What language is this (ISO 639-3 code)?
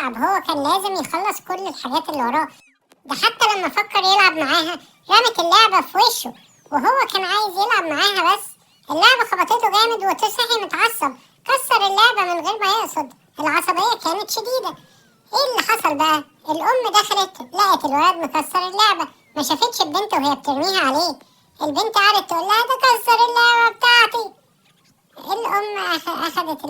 arz